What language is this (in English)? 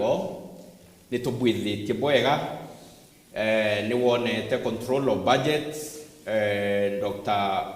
Meru